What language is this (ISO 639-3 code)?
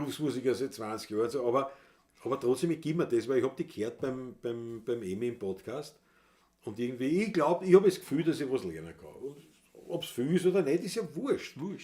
bar